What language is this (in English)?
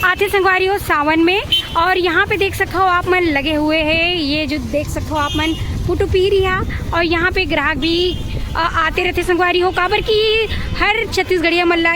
Chhattisgarhi